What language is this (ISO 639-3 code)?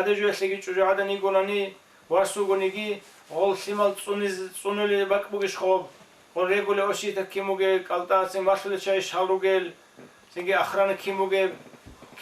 ava